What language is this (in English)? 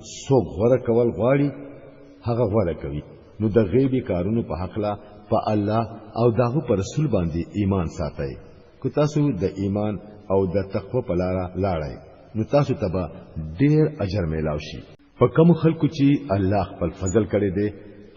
Pashto